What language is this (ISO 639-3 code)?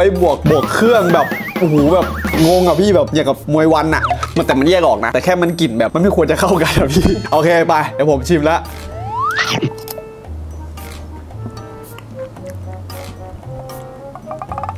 tha